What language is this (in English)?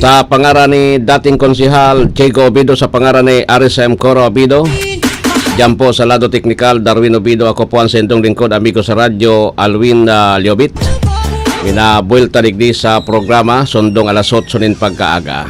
Bikol